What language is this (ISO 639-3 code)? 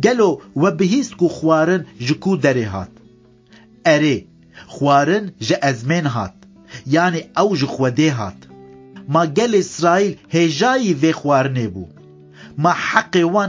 kur